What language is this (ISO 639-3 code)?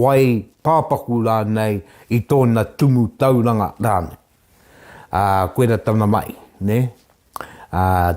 mri